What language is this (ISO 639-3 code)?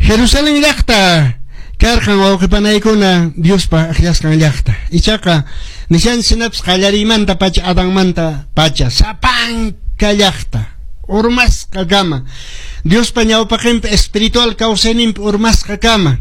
que